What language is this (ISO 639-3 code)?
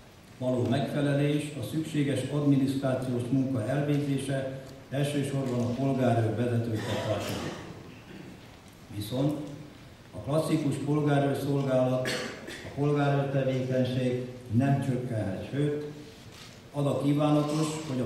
hun